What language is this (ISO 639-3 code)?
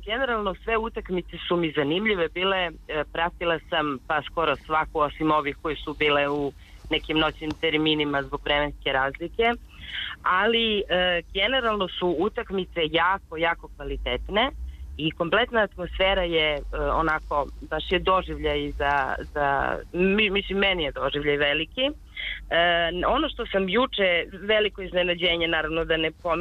srp